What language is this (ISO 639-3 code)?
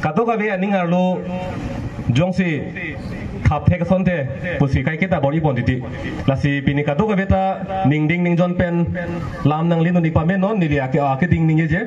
mjw